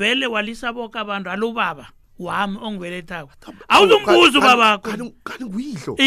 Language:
South Ndebele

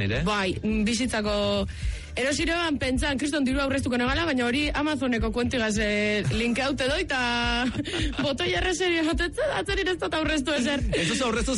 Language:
Basque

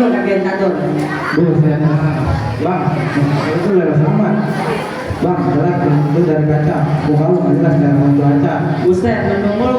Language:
Betawi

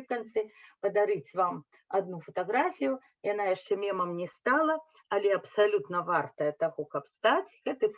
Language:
Belarusian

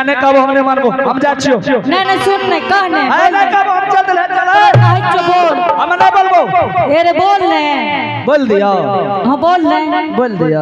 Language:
Angika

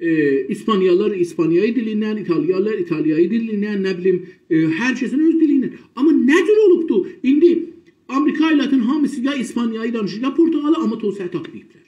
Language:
South Azerbaijani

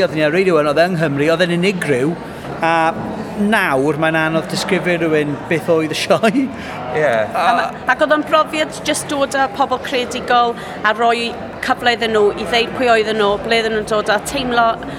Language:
Welsh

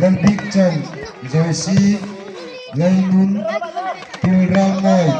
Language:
Hmar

